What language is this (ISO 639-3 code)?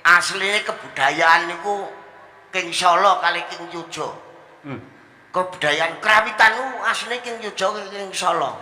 jav